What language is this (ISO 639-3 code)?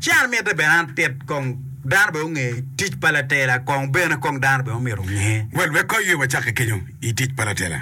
ach